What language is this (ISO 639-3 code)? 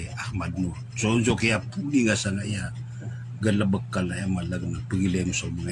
mrw